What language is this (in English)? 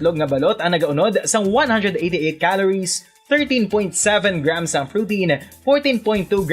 Hiligaynon